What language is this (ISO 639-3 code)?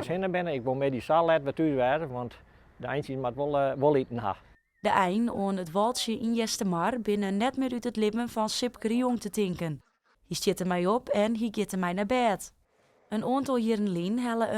fry